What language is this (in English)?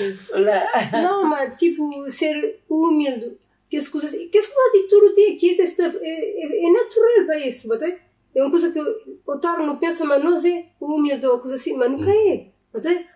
Kabuverdianu